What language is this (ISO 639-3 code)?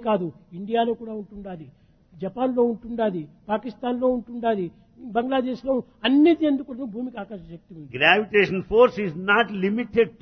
tel